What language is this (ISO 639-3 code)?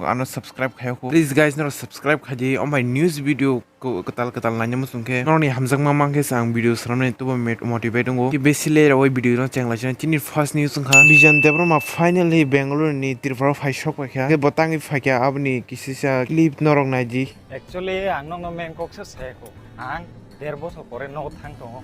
trp